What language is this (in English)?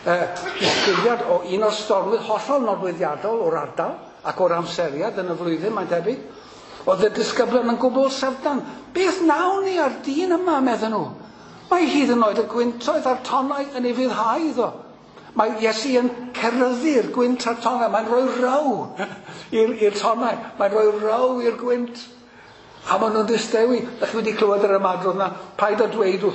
Welsh